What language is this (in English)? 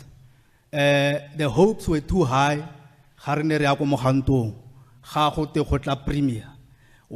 Tswana